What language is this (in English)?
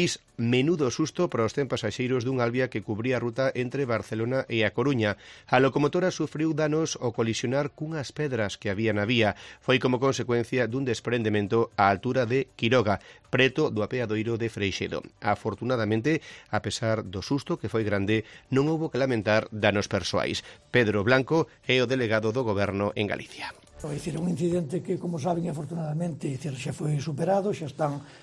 Galician